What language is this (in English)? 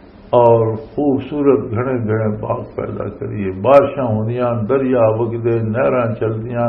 Western Panjabi